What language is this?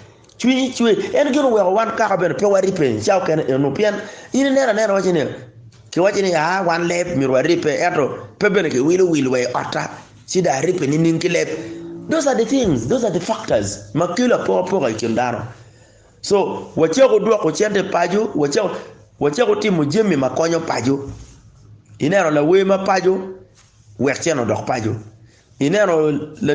Acoli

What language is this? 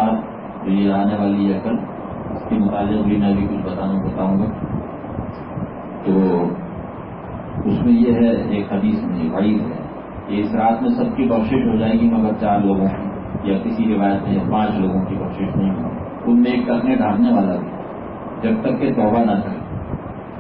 Urdu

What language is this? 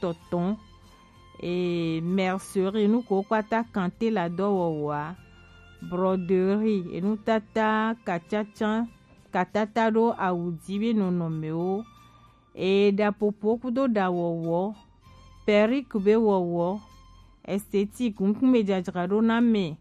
Gen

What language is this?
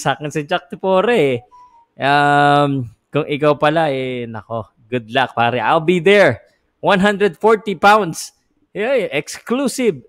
Filipino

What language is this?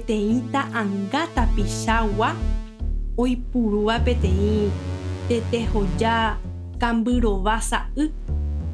Guarani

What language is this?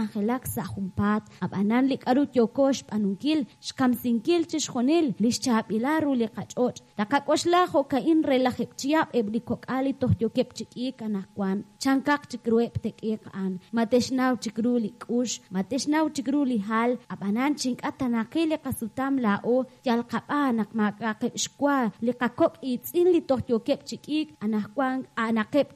Kekchí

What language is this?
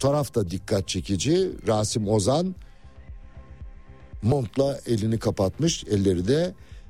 Turkish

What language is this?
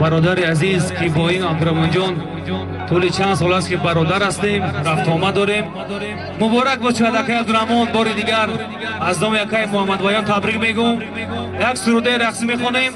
Tajik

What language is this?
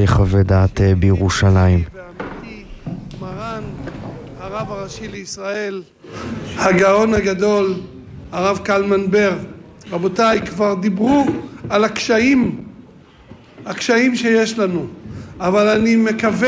Hebrew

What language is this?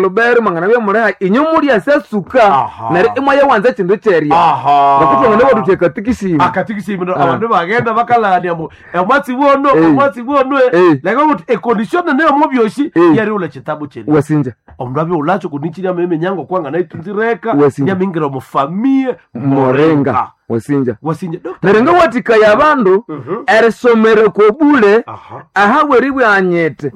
Nande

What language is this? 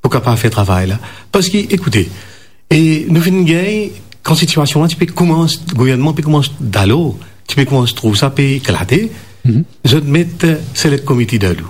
Morisyen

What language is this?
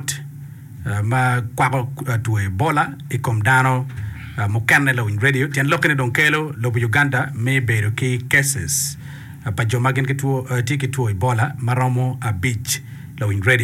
Acoli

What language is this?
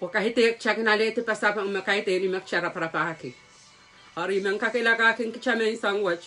Pohnpeian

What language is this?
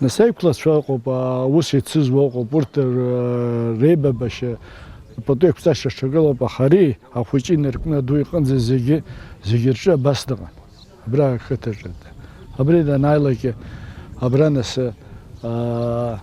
Abkhazian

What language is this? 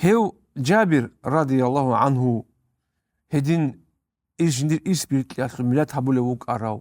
Avaric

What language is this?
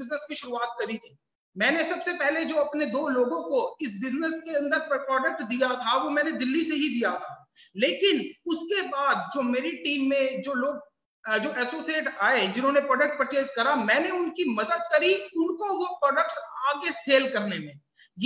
Hindi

